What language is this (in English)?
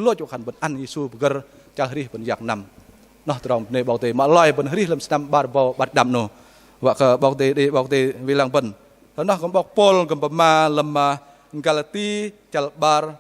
Bahnar